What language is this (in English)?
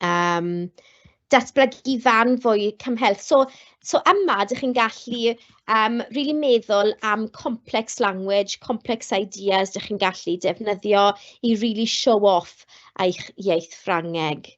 Welsh